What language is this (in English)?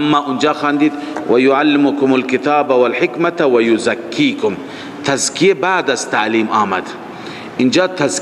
Persian